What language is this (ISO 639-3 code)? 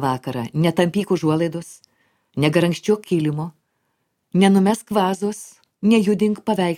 lit